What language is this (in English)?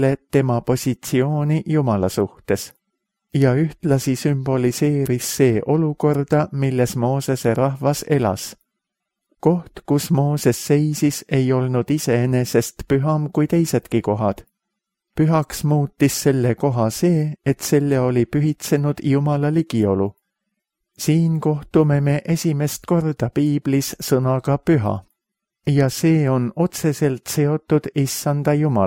Estonian